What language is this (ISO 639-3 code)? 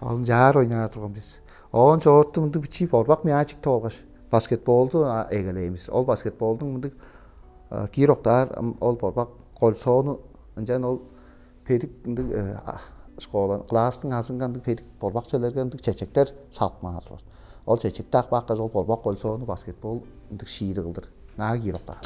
tyv